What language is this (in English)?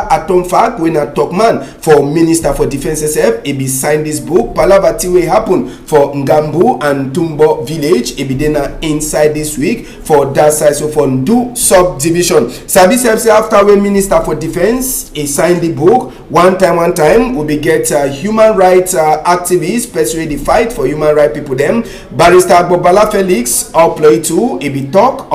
Cameroon Pidgin